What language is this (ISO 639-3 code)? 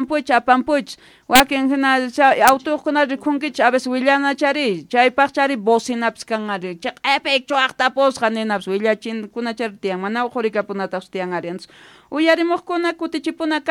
quh